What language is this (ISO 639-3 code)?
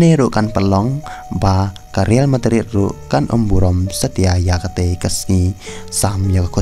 kha